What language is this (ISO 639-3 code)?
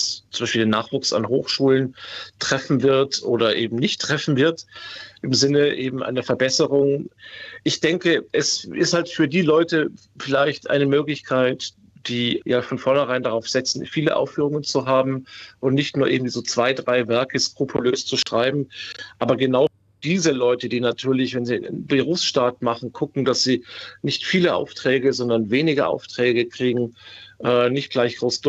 deu